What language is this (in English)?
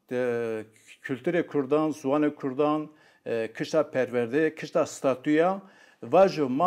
Zaza